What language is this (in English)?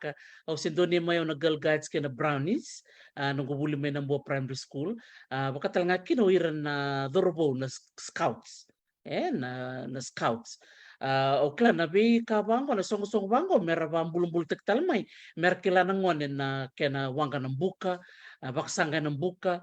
Fijian